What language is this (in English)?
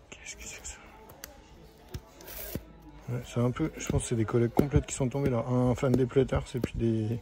French